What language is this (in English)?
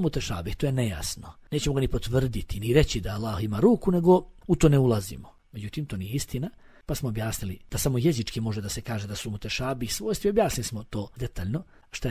Bosnian